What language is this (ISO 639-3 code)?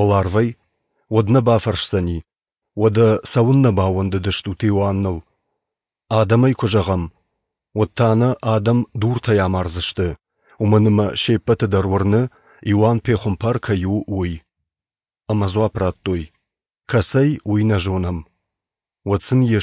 oss